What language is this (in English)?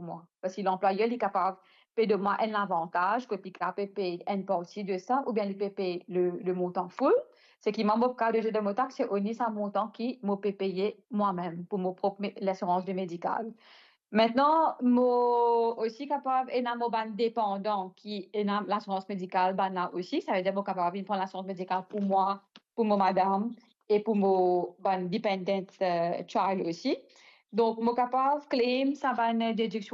Morisyen